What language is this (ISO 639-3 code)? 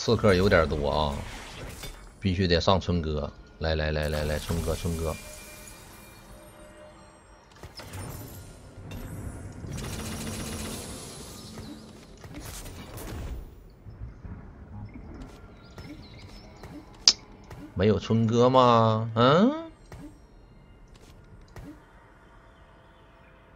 zho